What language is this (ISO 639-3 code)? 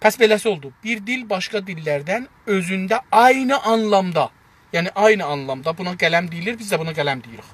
azb